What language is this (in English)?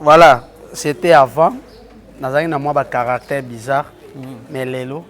Lingala